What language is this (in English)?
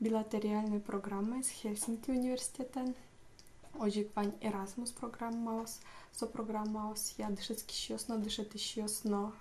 Udmurt